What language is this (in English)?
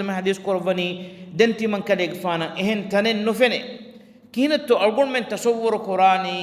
Divehi